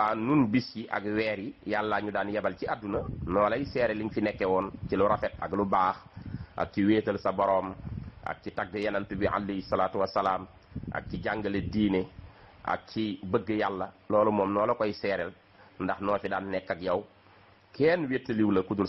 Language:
Wolof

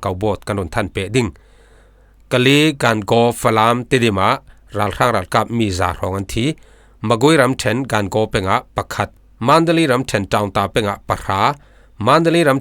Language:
Falam Chin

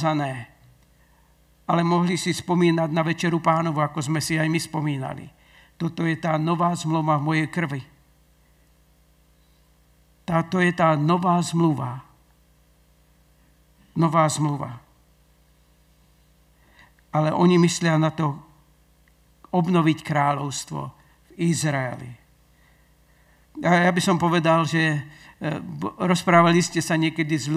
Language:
Slovak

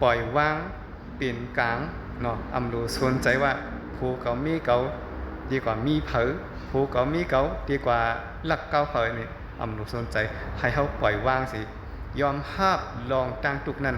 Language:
Shan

